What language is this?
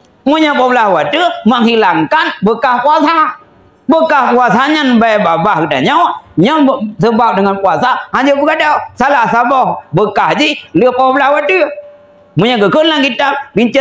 Achinese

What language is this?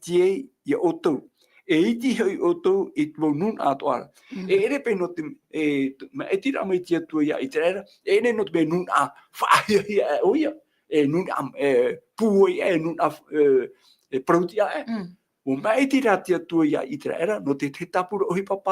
Tahitian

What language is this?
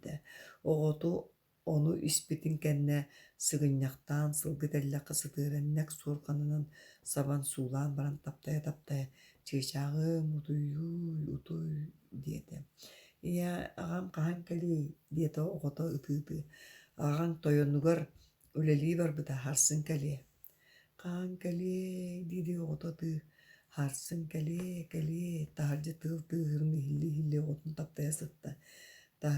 Yakut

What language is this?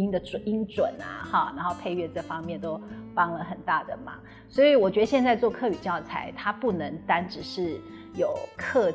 Hakka Chinese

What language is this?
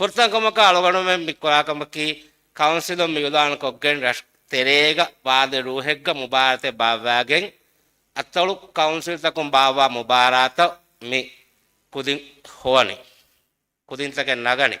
Divehi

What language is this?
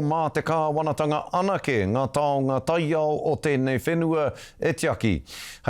Māori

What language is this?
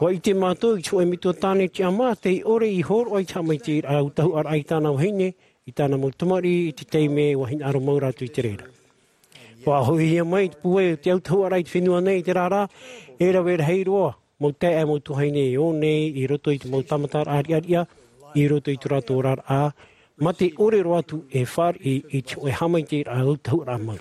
Tahitian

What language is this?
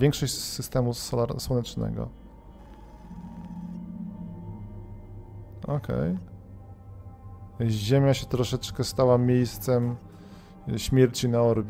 Polish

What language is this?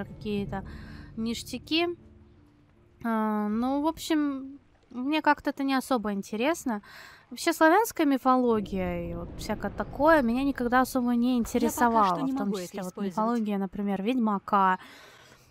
Russian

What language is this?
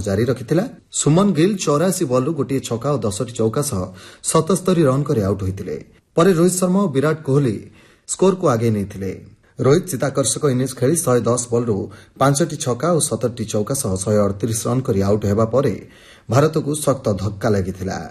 Odia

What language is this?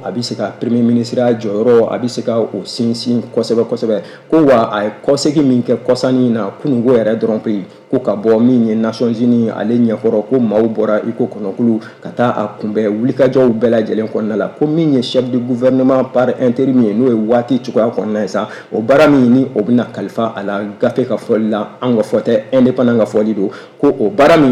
Bambara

